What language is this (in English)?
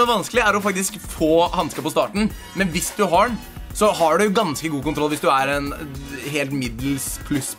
Norwegian